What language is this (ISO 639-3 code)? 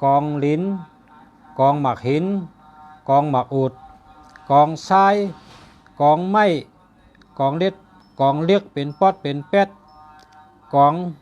shn